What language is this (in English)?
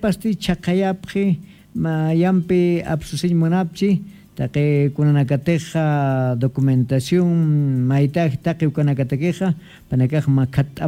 Aymara